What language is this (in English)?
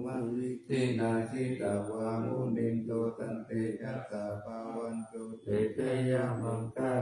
Pali